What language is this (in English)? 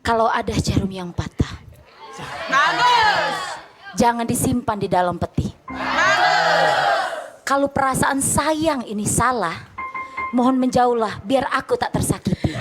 Musi